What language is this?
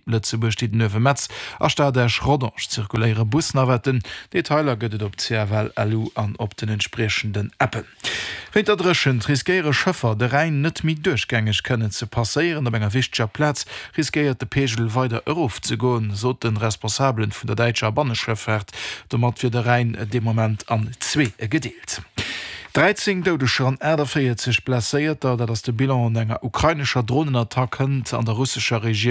Luxembourgish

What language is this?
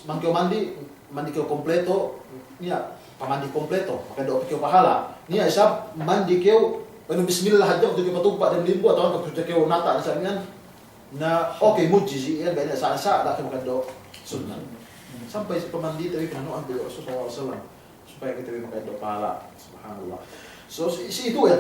Yakan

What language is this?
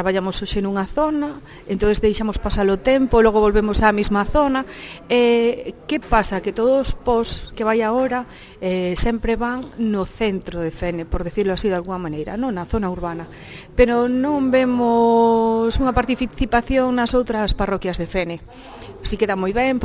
Galician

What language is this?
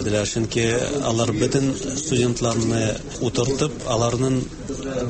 Tatar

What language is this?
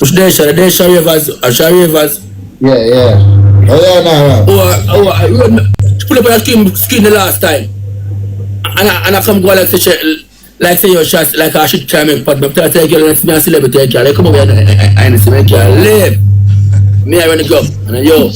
Jamaican Creole English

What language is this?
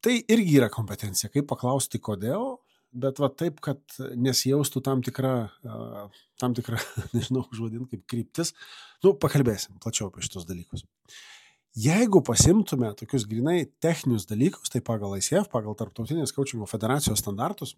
Lithuanian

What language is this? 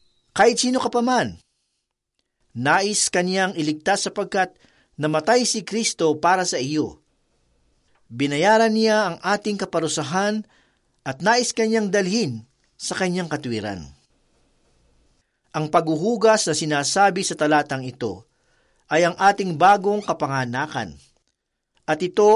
Filipino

